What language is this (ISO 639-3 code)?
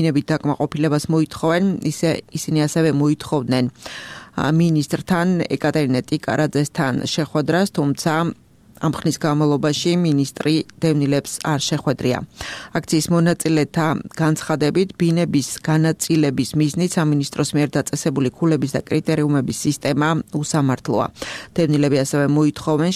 kat